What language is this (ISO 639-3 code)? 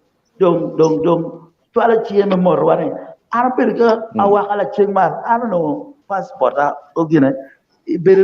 ach